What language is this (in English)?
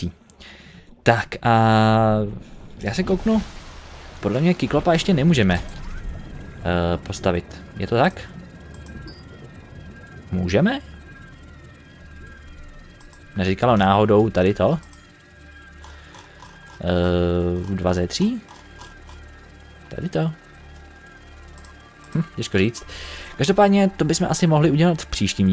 Czech